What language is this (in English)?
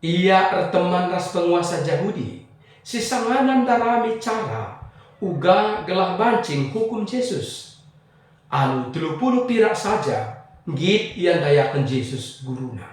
Batak Karo